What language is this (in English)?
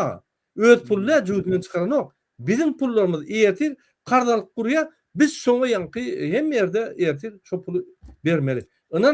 Turkmen